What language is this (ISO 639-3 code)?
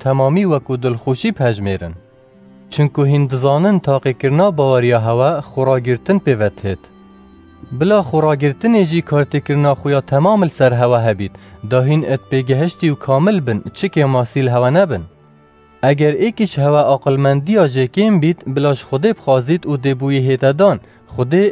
kur